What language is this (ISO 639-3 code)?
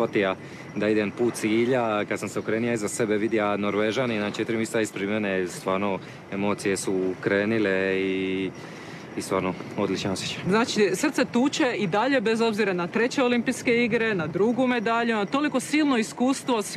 hrv